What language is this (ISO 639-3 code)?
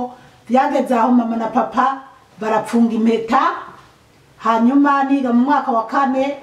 run